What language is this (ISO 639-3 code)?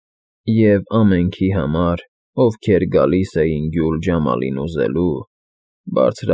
hye